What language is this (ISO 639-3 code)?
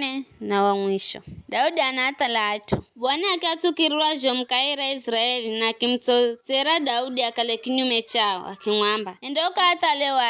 nyf